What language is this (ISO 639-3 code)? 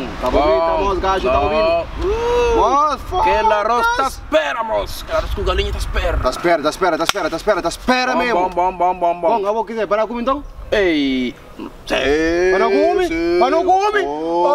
kea